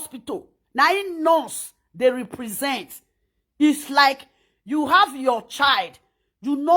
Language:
Nigerian Pidgin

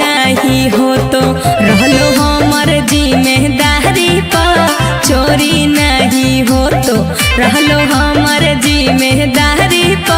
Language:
Magahi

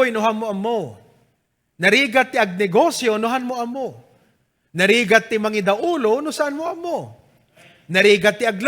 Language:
Iloko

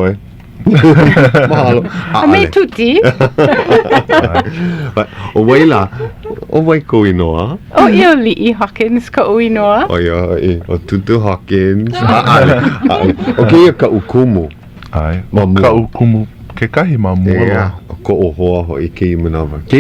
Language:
Hawaiian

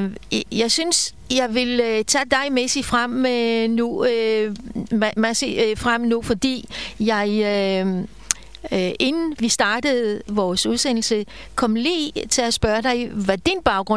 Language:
Danish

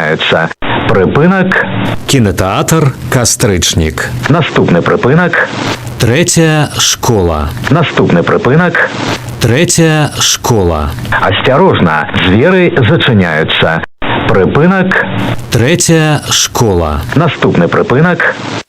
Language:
Belarusian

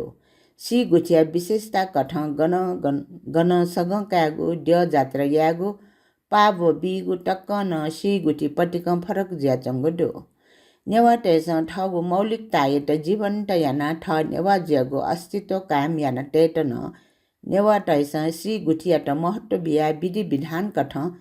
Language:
Newari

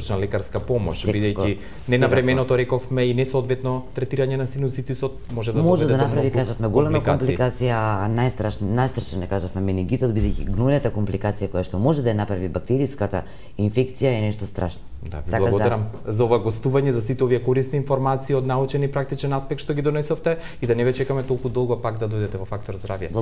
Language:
Macedonian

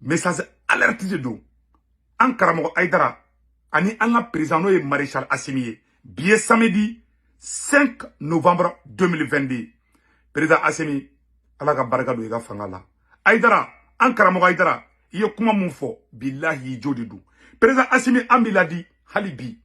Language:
Bambara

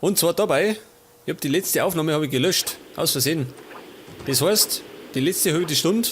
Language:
Bavarian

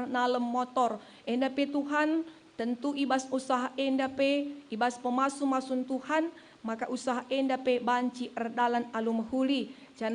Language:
Batak Karo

